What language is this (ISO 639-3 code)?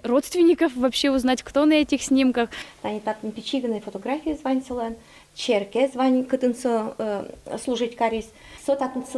udm